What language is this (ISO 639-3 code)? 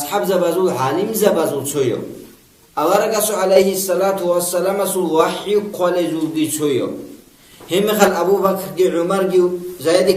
ava